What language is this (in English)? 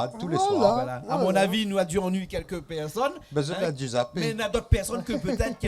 Réunion Creole French